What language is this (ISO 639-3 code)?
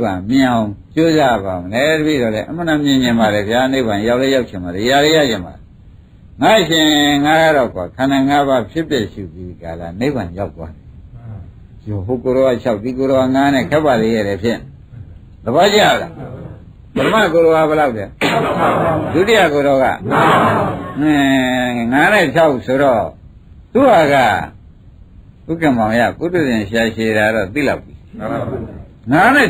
mya